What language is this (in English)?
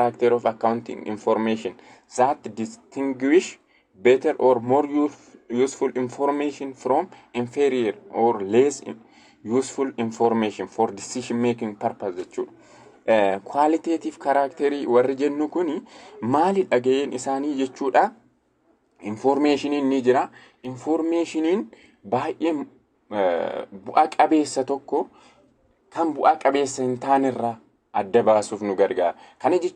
Oromo